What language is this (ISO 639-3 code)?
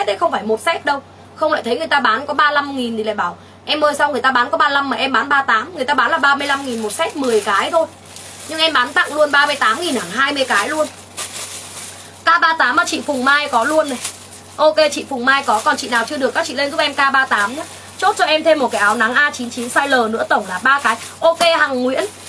vie